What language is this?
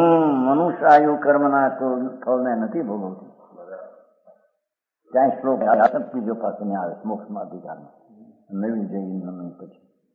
Gujarati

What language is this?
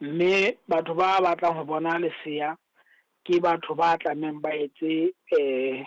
Southern Sotho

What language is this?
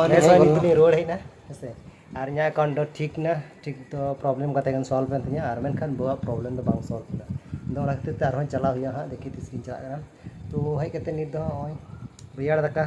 Santali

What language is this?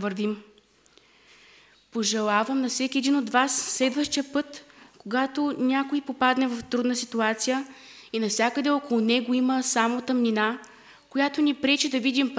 Bulgarian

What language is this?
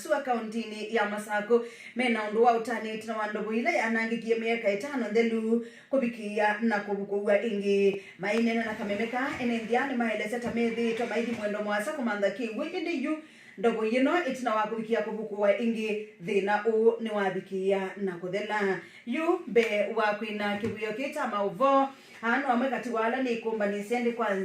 Kamba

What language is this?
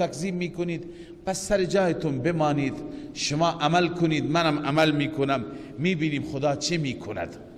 Persian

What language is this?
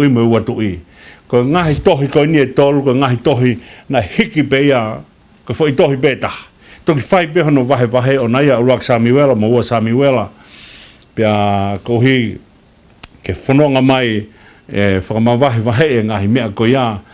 Tongan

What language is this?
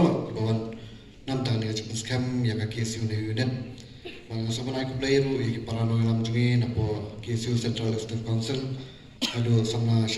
Khasi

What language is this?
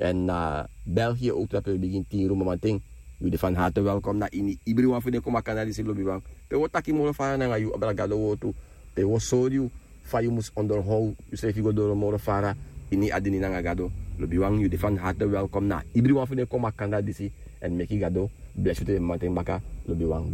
Sranan Tongo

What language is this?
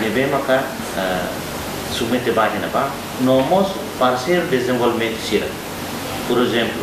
Tetum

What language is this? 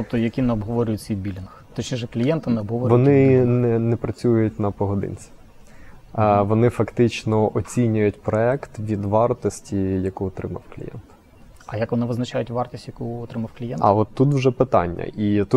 Ukrainian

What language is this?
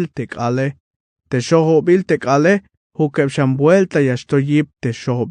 Tzeltal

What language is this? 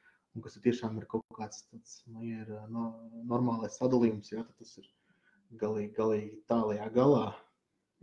Latvian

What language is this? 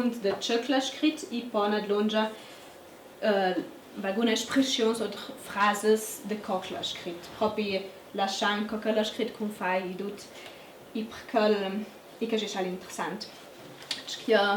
Ladin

